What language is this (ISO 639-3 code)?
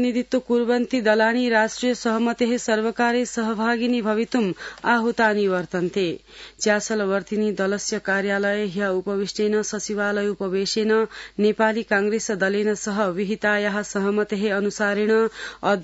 san